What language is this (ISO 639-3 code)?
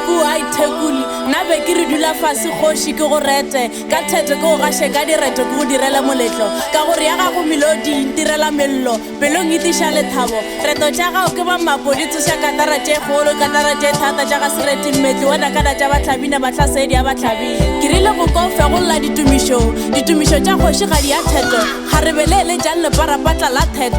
nso